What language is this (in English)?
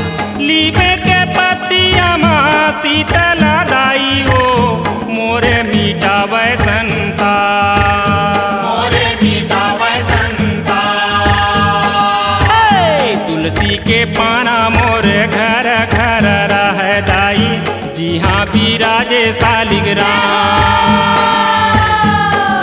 Chhattisgarhi